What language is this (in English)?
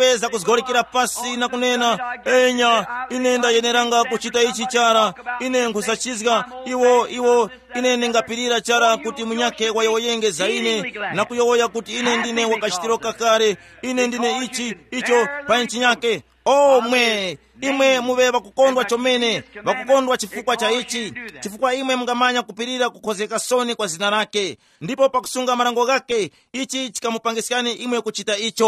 Tumbuka